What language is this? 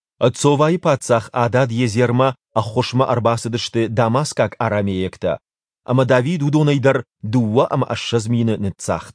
Ossetic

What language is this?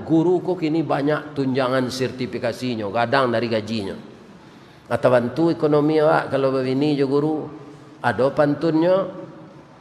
Minangkabau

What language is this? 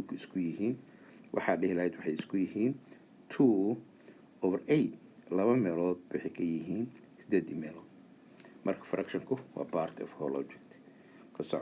Somali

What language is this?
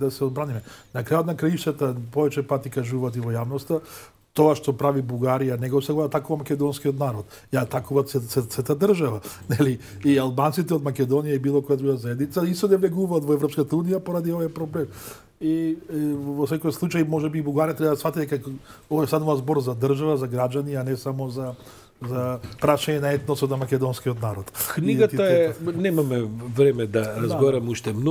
Macedonian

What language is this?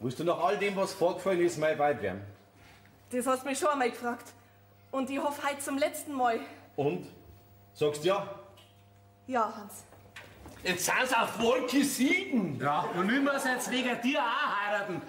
Bavarian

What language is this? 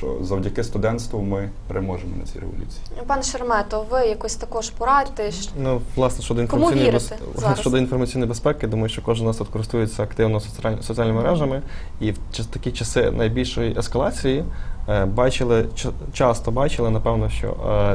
Ukrainian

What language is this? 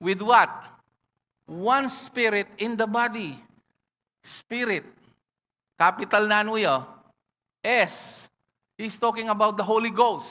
Pampanga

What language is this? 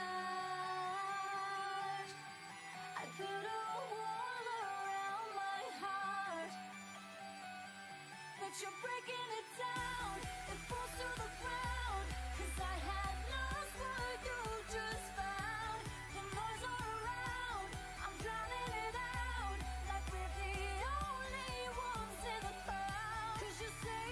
English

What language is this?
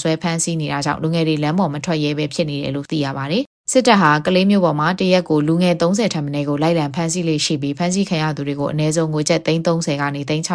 Burmese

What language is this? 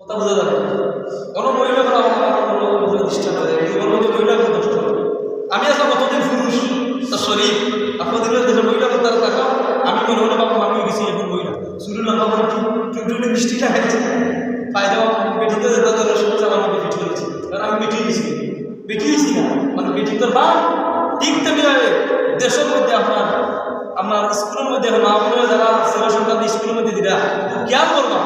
Sylheti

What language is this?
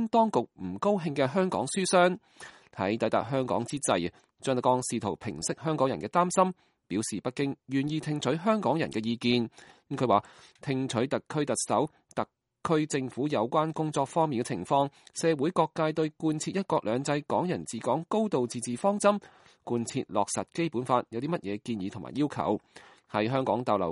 Cantonese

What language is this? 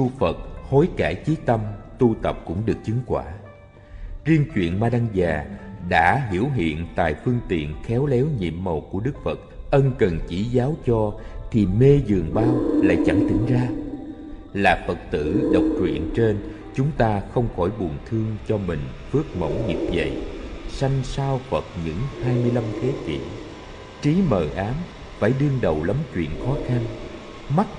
Vietnamese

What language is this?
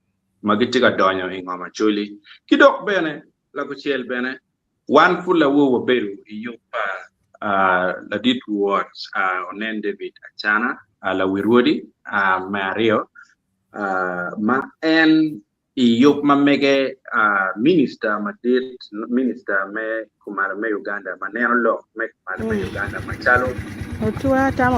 Acoli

